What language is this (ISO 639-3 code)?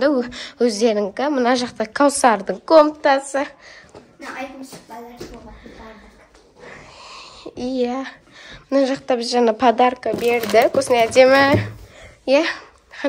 kaz